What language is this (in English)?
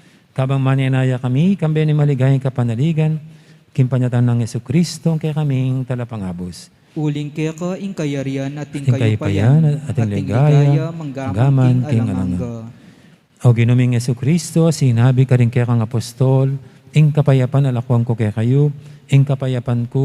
Pampanga